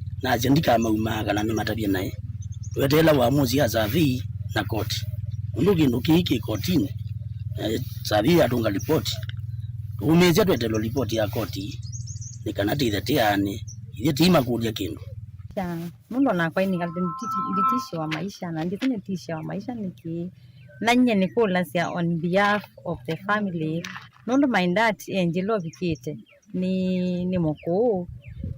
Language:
Kamba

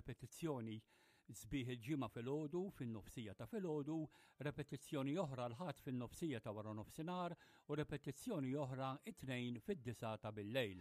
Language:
Maltese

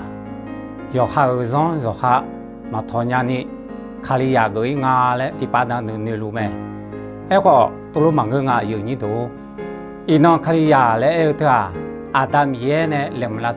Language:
Akha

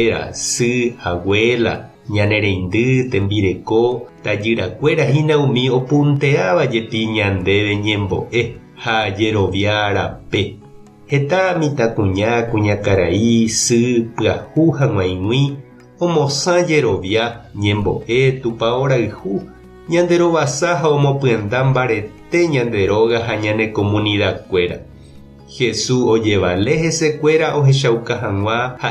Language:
Guarani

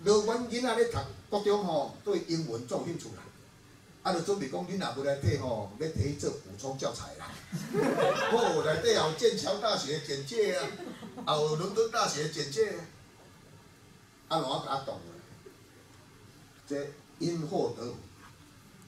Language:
Min Nan Chinese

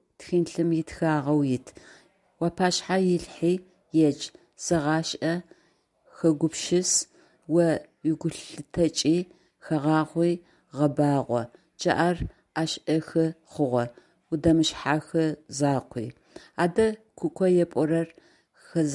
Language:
Adyghe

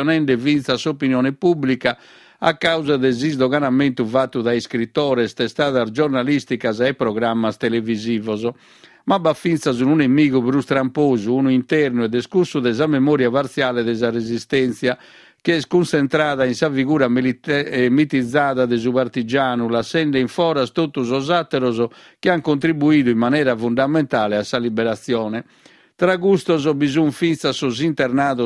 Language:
Sardinian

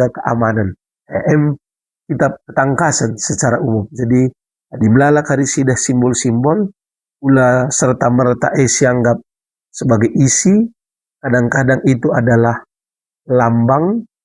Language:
Batak Karo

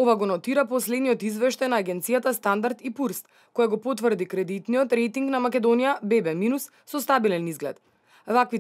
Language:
Macedonian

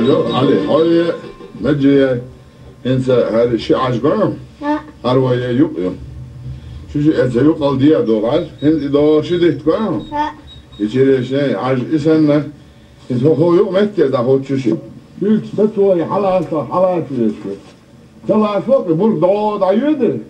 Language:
Chechen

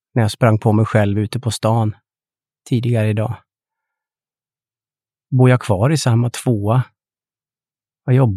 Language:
Swedish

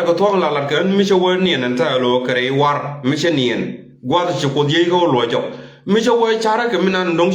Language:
Nuer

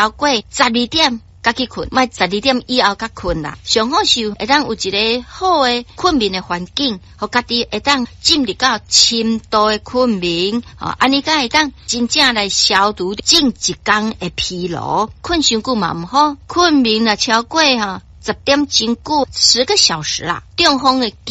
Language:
Min Nan Chinese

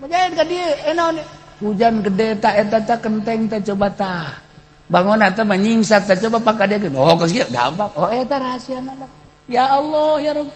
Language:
Sundanese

